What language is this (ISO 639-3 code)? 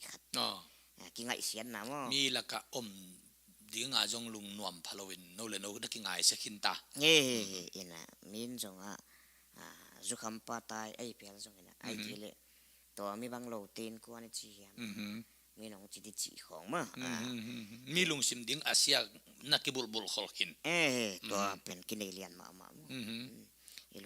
ctd